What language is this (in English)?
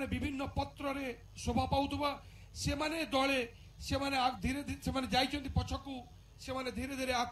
Odia